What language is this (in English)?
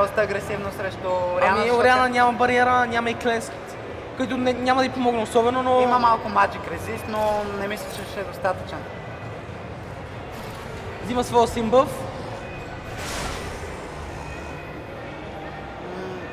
Bulgarian